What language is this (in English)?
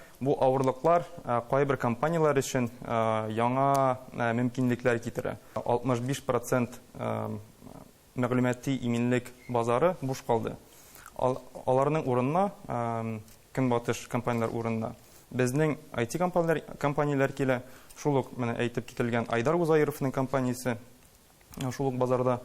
Tatar